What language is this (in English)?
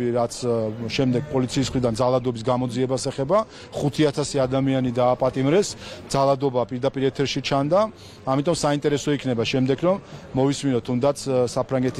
Georgian